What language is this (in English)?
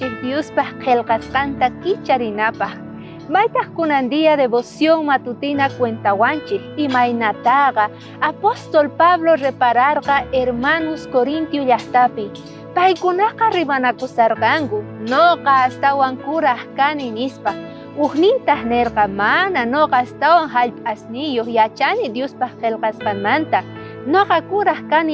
South Bolivian Quechua